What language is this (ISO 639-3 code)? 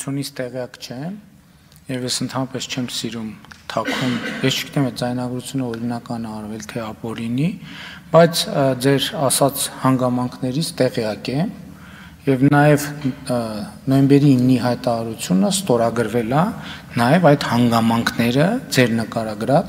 hye